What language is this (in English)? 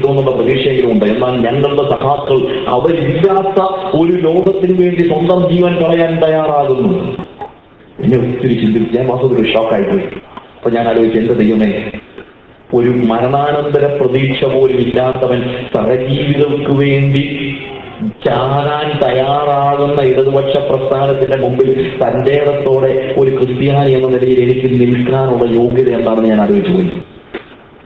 Malayalam